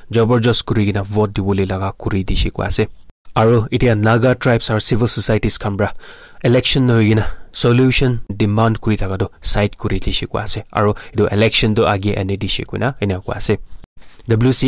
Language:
Naga Pidgin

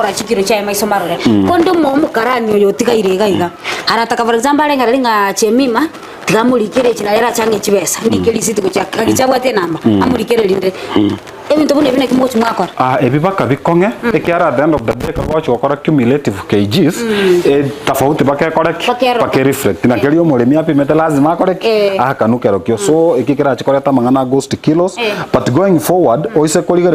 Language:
Gusii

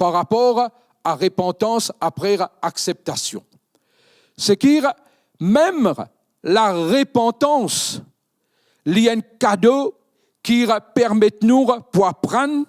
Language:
Morisyen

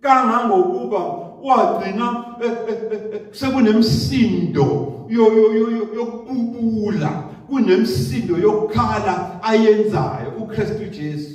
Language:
Zulu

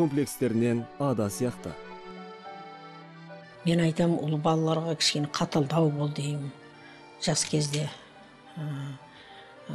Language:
Kazakh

